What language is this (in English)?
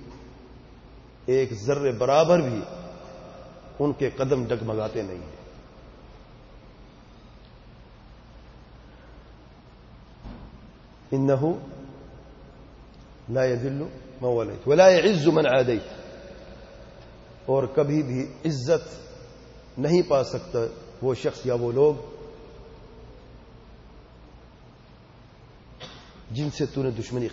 Urdu